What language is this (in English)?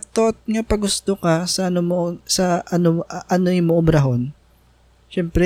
Hiligaynon